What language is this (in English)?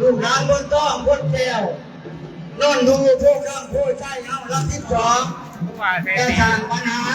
Lao